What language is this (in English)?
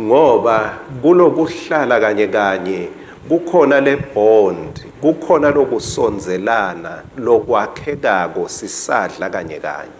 Swati